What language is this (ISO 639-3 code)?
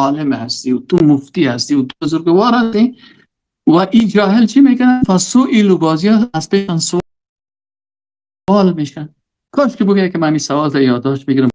fas